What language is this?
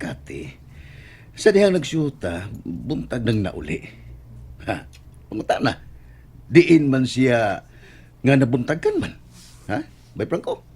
Cebuano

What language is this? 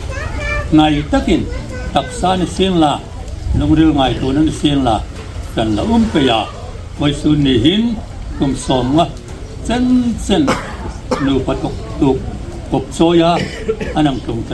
Hmar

